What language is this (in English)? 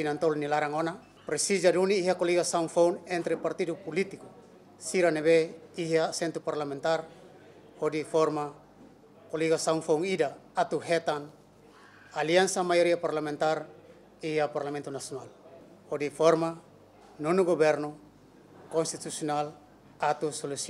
Tetum